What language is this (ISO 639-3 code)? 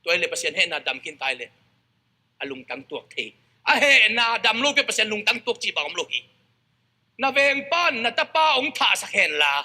ctd